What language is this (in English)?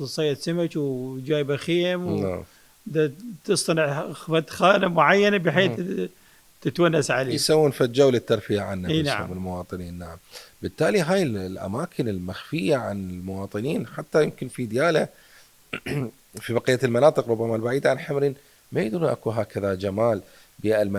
Mesopotamian Arabic